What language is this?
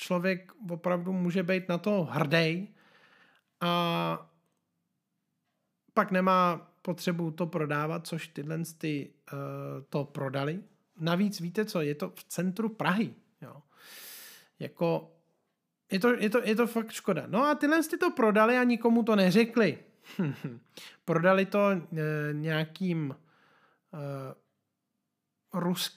Czech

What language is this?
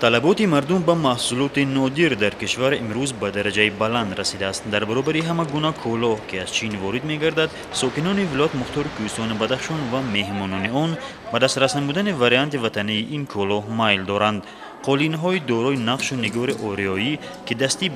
Tajik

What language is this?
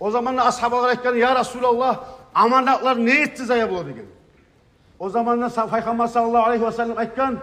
Kumyk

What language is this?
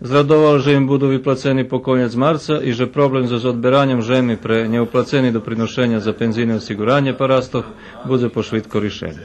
Rusyn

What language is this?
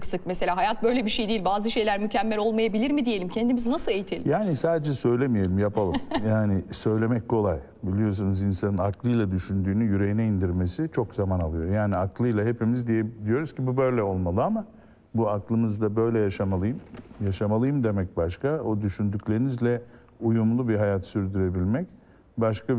Turkish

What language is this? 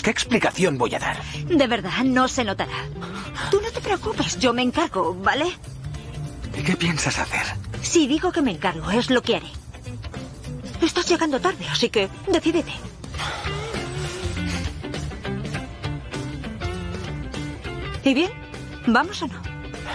Spanish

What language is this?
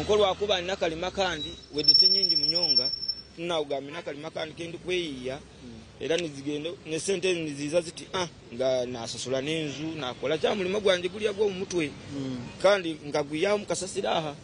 Nyankole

